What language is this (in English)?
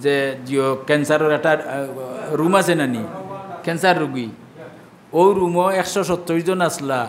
Sylheti